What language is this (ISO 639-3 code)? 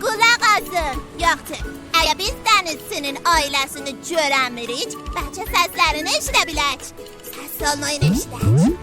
azb